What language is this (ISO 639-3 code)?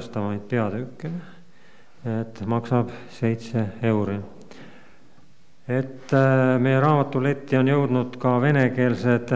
est